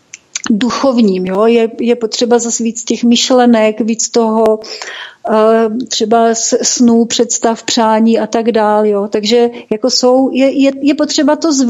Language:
Czech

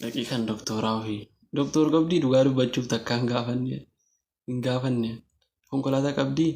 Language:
Oromo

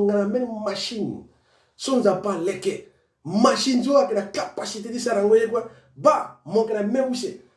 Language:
Sango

